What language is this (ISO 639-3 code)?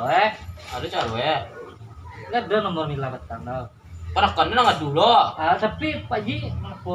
min